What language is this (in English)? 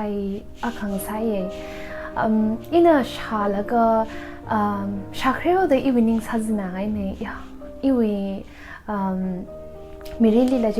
Tangkhul Naga (India)